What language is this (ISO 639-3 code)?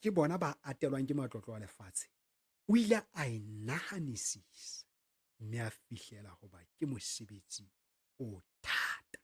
sot